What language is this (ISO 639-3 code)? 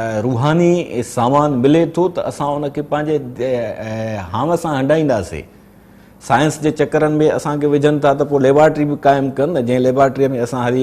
snd